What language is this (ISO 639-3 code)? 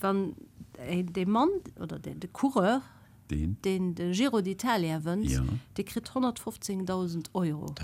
ltz